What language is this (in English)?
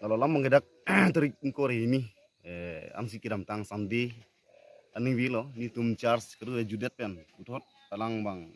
Karbi